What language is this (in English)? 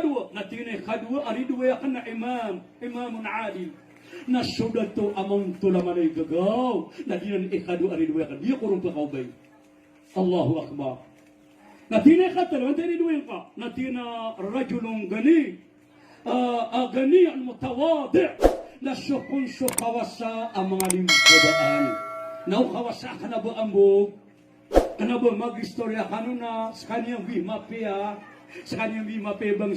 Maranao